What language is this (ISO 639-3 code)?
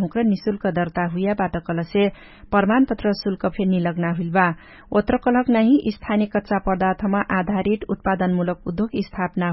thl